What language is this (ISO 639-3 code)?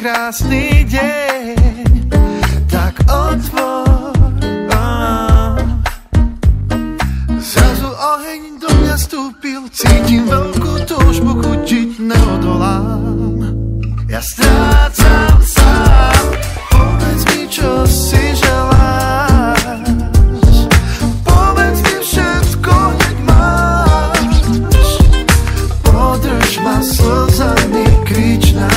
slk